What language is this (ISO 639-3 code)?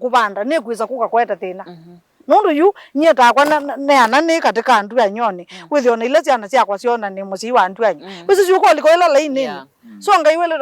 kam